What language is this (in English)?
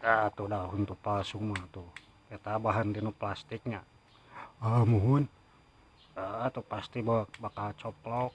Sundanese